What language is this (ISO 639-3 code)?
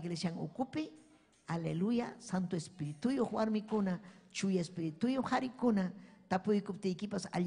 quy